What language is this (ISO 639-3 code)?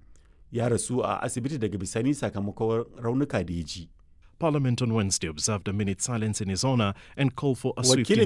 hau